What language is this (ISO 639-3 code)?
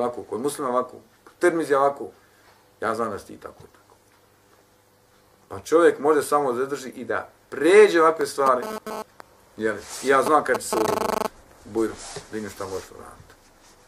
bos